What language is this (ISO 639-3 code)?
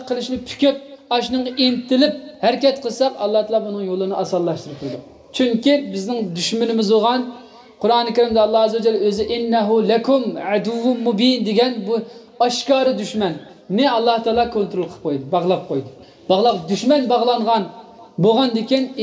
uig